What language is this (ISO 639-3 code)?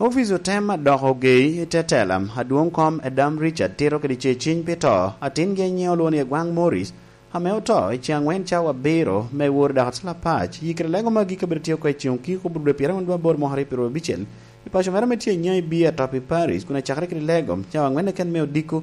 laj